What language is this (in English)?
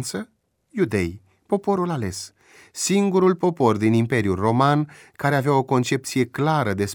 Romanian